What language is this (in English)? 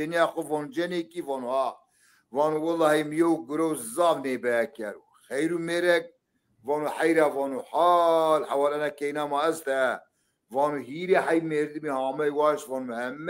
Zaza